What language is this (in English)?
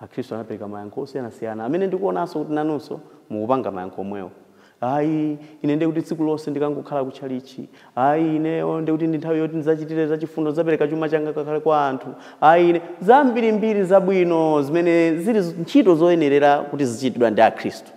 Nyanja